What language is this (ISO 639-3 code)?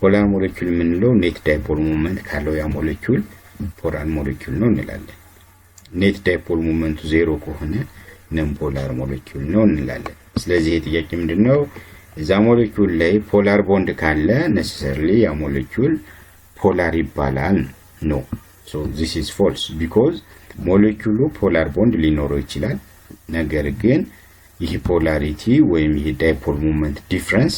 amh